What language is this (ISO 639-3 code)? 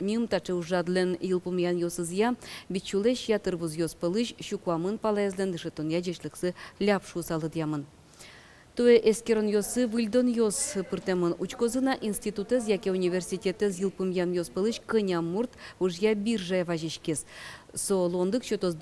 udm